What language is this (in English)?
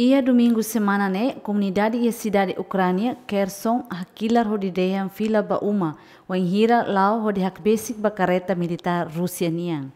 Tetum